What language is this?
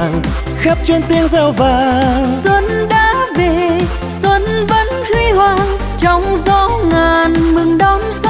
Vietnamese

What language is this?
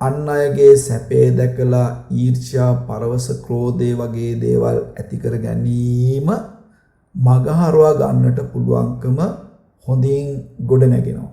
Sinhala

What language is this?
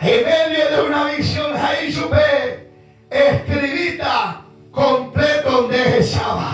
Guarani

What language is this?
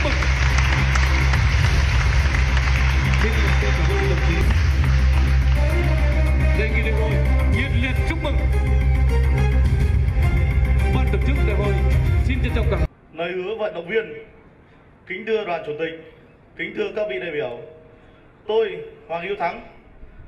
Vietnamese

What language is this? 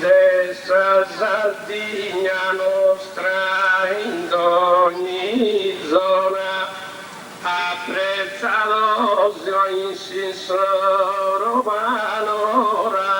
Sardinian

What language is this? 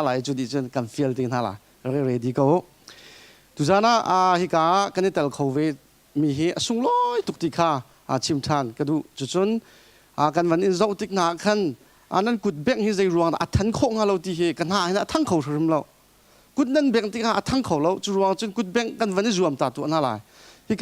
Hakha Chin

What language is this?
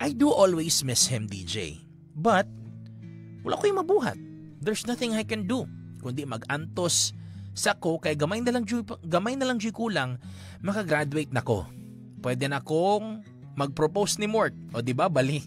Cebuano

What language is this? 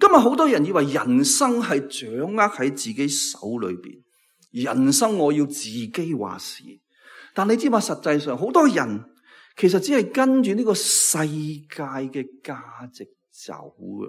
Cantonese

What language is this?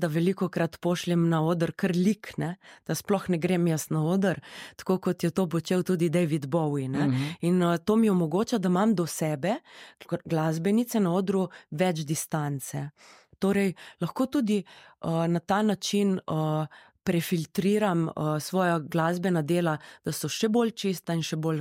Slovenian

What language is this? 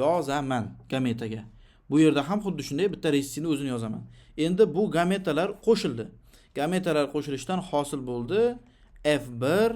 Uzbek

